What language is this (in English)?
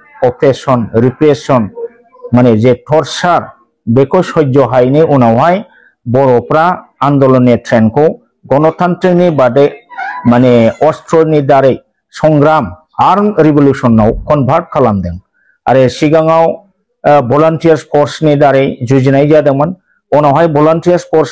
Bodo